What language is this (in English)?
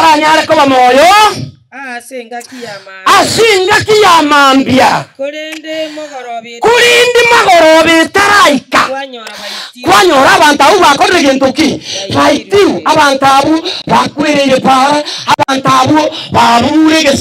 Gusii